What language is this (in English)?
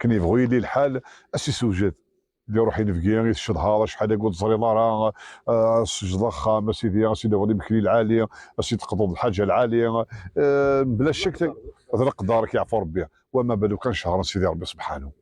Kabyle